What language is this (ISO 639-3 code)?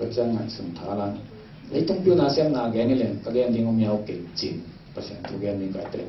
ctd